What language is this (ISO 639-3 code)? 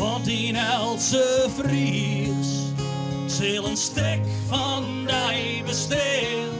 fry